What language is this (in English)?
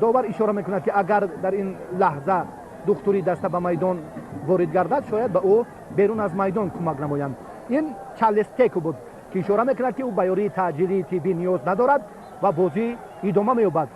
Tajik